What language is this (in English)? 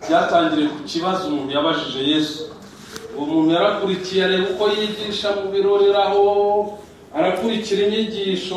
Kinyarwanda